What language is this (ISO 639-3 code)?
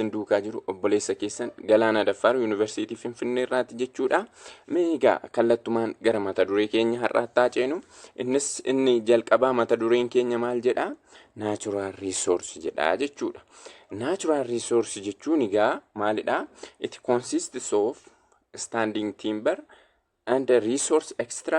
orm